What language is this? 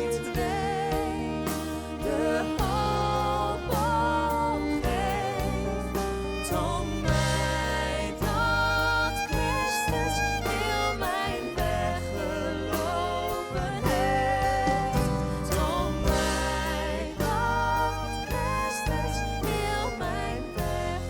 Western Frisian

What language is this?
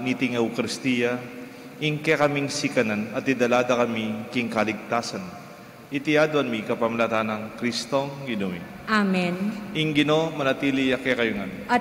Pampanga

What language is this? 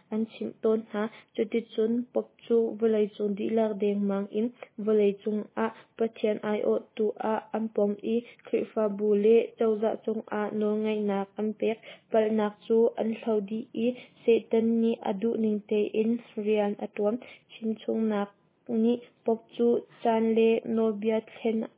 Hakha Chin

